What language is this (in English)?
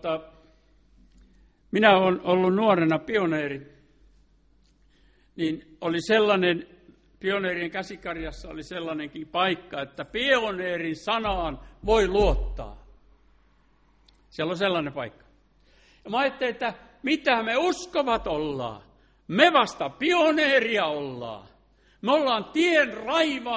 Finnish